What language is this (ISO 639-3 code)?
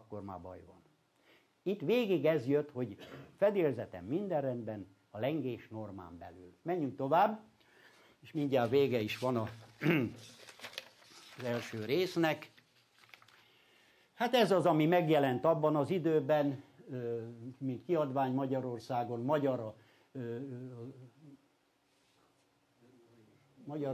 hun